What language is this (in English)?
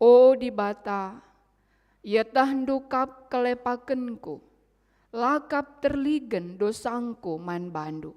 Batak Karo